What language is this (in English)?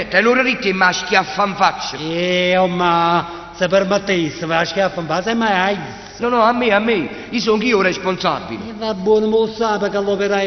Neapolitan